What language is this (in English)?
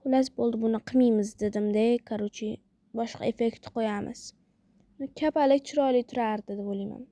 Uzbek